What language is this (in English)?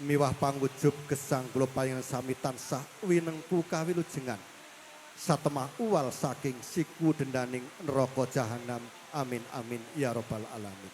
Javanese